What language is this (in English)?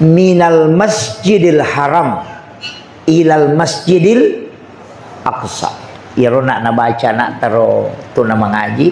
Buginese